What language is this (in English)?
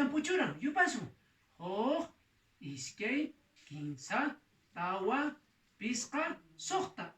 Quechua